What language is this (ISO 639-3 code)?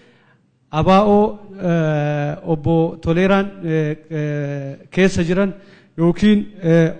orm